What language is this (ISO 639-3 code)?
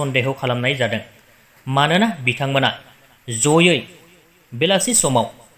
brx